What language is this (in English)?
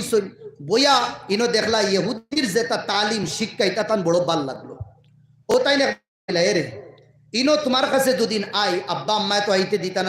Sylheti